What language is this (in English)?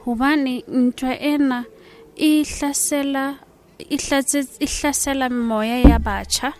Southern Sotho